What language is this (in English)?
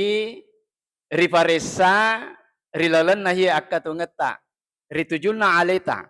Buginese